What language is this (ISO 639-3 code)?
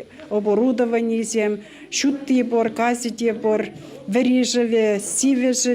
chv